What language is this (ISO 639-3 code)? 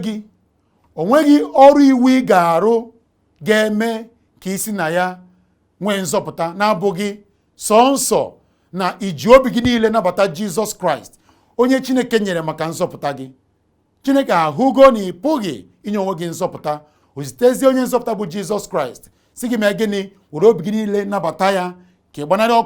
ibo